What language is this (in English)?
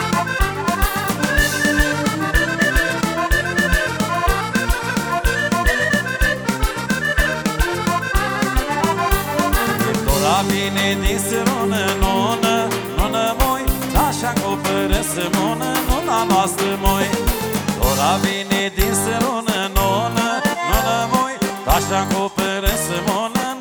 Romanian